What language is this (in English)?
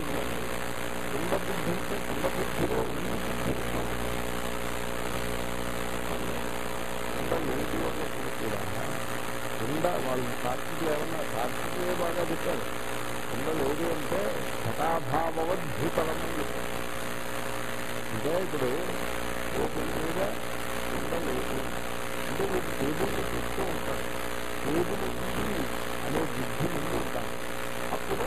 Telugu